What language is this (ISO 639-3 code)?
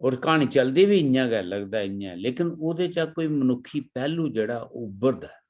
doi